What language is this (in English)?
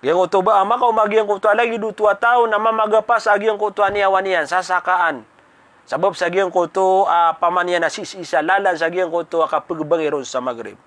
Maranao